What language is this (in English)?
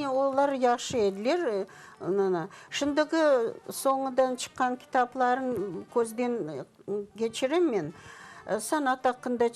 Crimean Tatar